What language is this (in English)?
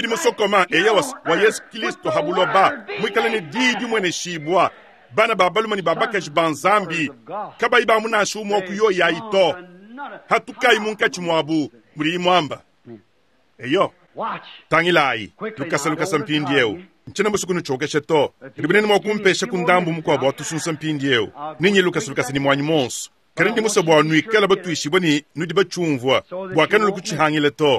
Luba-Lulua